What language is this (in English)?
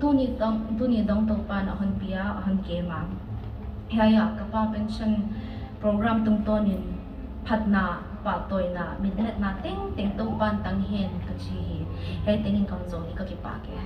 Tedim Chin